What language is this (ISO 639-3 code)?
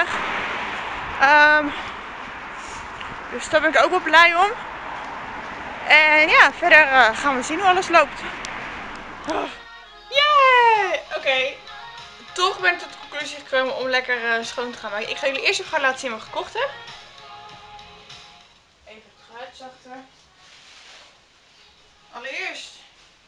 nld